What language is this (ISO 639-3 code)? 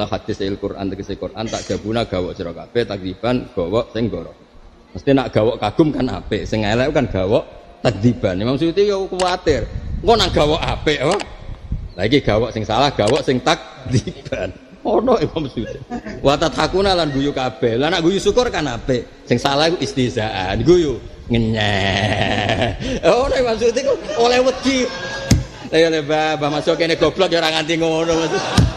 jav